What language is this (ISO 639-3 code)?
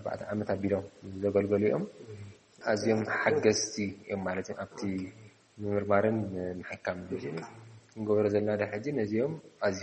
tir